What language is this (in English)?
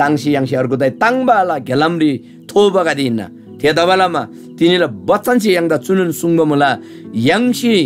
Eastern Tamang